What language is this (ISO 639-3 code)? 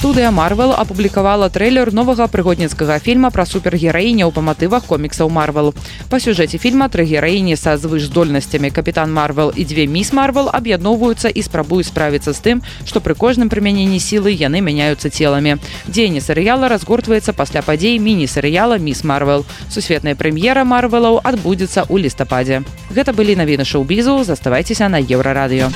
bel